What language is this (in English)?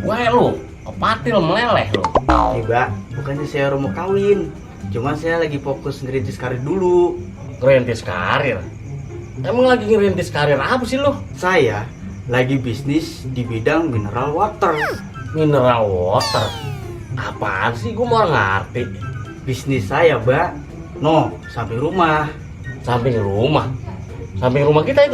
Betawi